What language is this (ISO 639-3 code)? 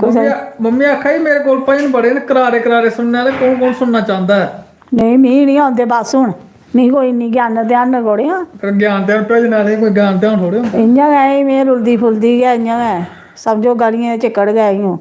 doi